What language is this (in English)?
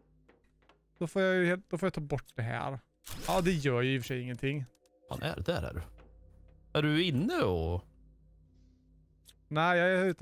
Swedish